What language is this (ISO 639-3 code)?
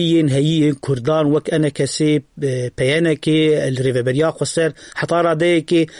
kur